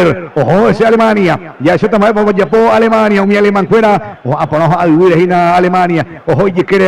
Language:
Guarani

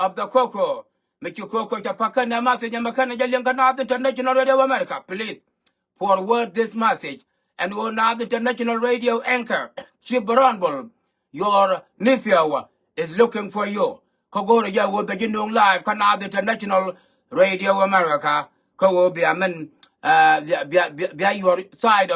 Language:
Nuer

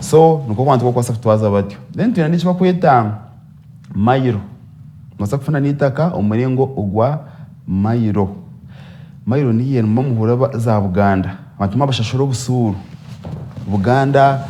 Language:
Nyankole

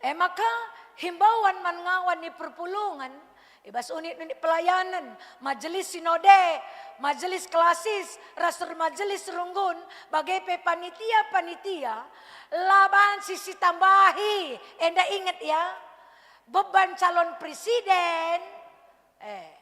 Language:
Batak Karo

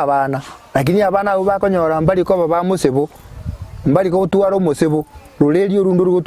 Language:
Gusii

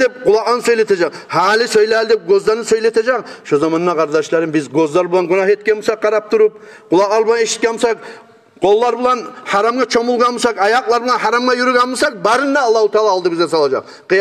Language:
Kumyk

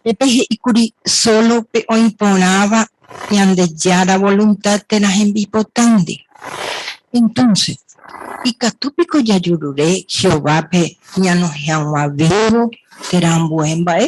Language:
Guarani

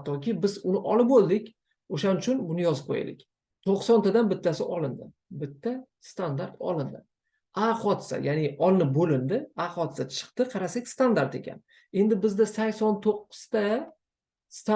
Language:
Uzbek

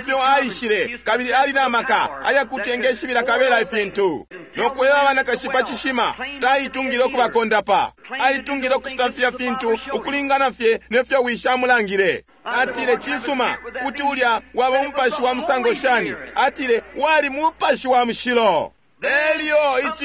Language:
Bemba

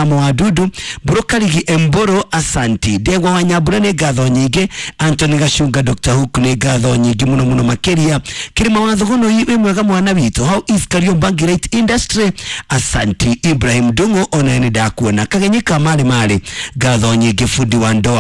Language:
Kikuyu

